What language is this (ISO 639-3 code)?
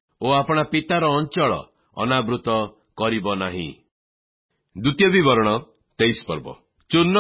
ori